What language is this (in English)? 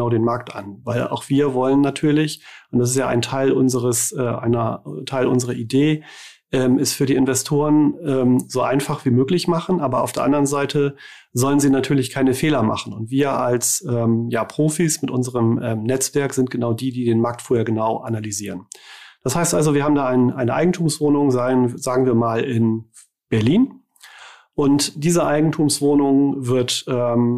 German